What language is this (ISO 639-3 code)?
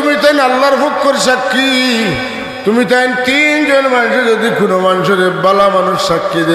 syl